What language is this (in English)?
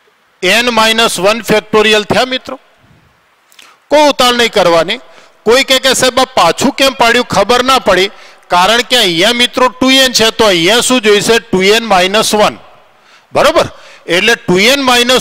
Gujarati